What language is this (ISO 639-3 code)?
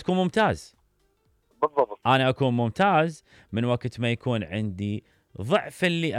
acm